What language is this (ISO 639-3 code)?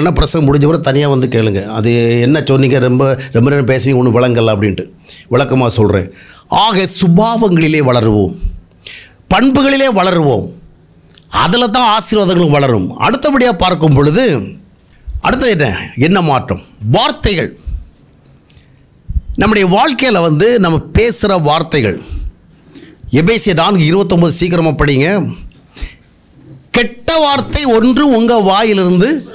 tam